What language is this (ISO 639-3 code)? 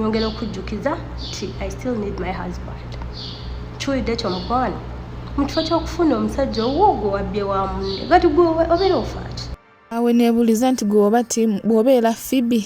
lug